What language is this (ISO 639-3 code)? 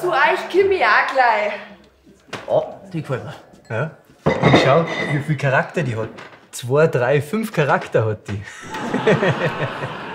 bar